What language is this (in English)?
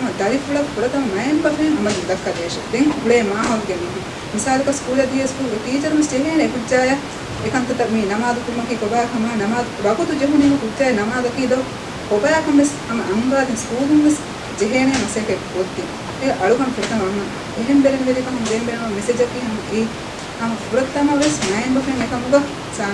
Divehi